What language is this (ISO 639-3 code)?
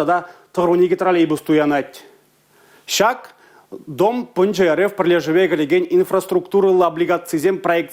chv